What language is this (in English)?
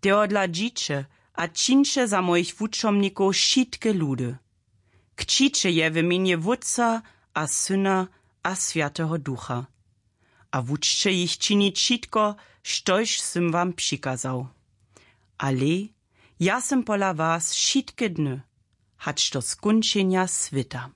Upper Sorbian